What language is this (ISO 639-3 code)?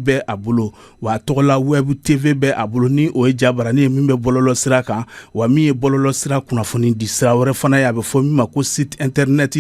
bam